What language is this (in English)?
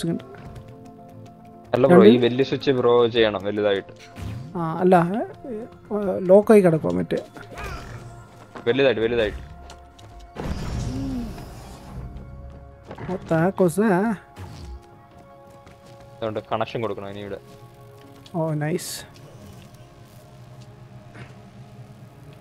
Malayalam